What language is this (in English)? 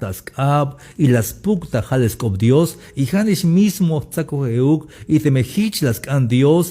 Tzeltal